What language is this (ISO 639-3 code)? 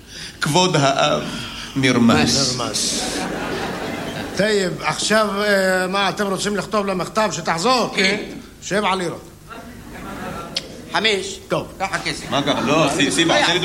heb